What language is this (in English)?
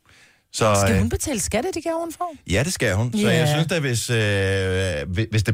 Danish